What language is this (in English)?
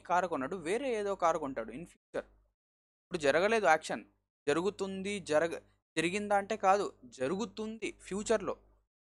Telugu